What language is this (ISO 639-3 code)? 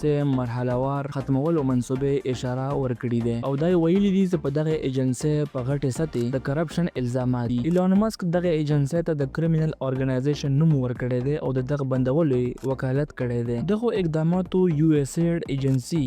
pus